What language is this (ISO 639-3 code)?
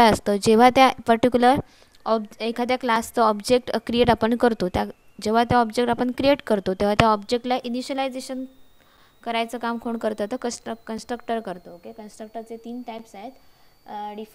mar